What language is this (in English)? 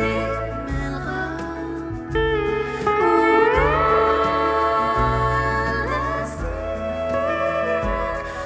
Norwegian